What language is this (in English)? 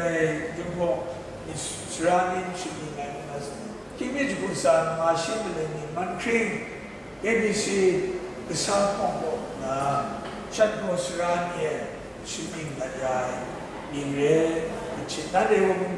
Kachin